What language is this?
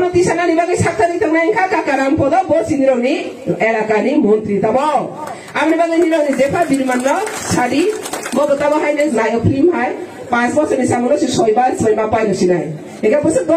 Riang (India)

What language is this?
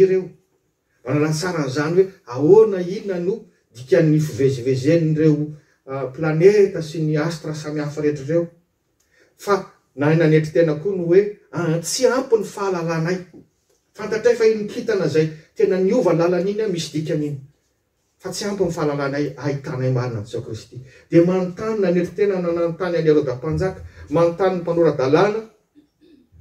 Malagasy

